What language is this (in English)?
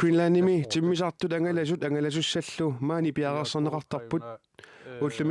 Kalaallisut